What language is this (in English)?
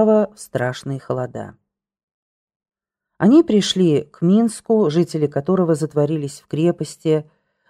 Russian